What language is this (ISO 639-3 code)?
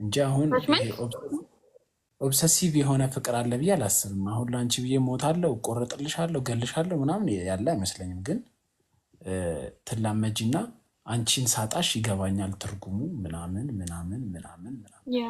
amh